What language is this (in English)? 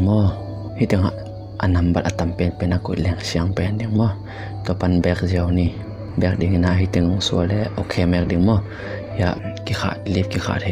Tedim Chin